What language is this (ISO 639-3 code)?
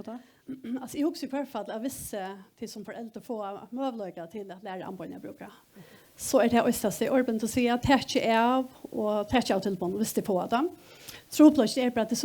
fao